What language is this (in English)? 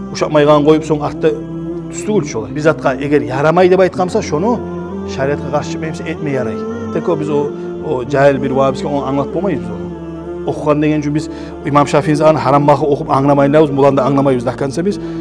Kumyk